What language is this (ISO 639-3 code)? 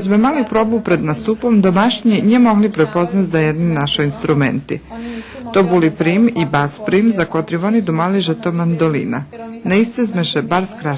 rue